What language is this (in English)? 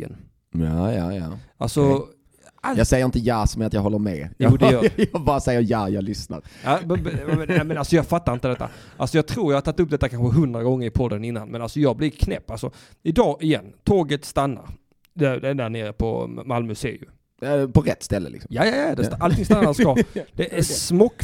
Swedish